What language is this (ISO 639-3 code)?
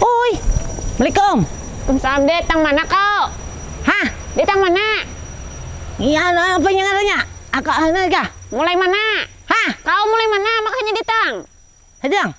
bjn